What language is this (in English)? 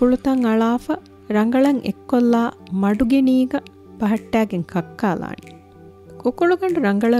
Divehi